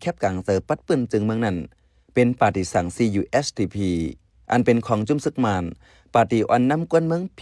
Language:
Shan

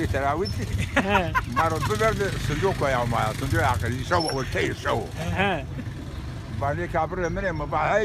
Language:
Zaza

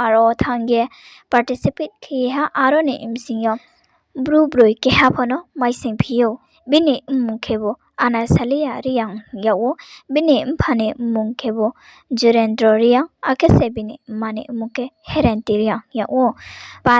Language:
Riang (India)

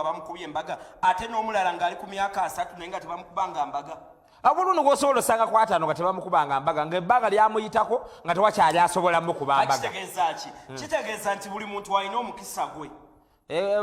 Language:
Ganda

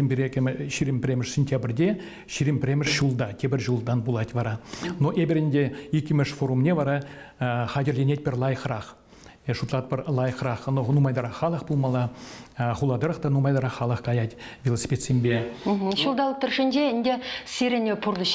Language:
Chuvash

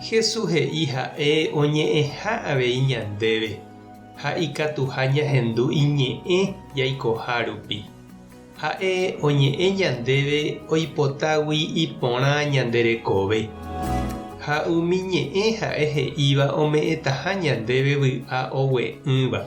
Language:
Guarani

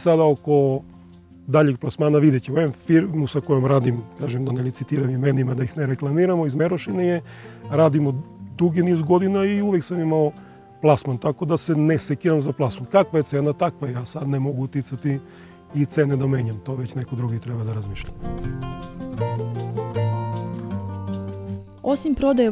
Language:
Serbian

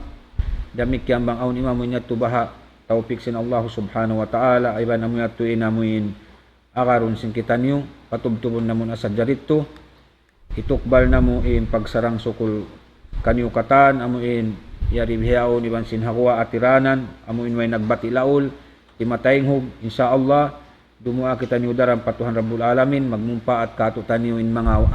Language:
Tausug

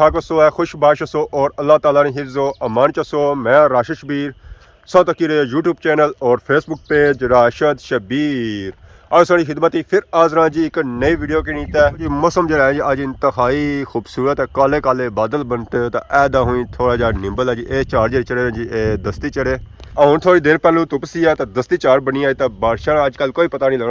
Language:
Pahari-Potwari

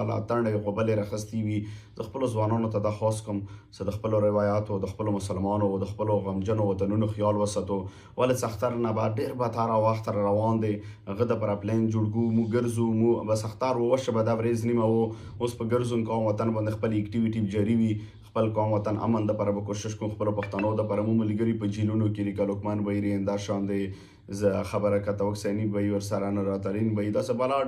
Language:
Pashto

